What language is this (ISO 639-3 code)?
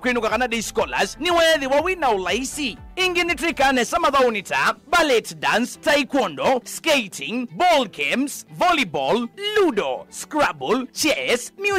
kam